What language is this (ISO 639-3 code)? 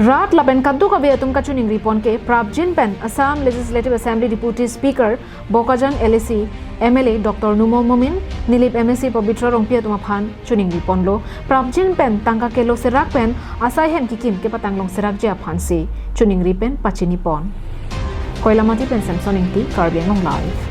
mjw